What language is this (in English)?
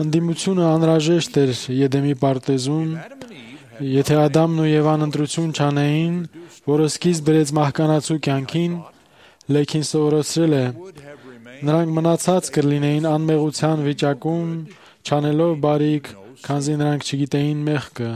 Armenian